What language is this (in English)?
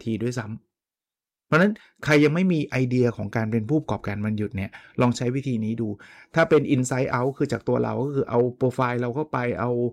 Thai